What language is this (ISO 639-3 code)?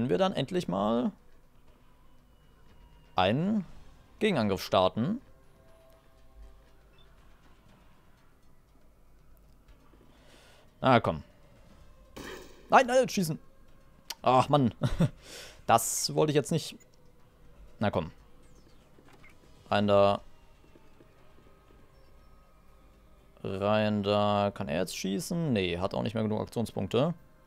deu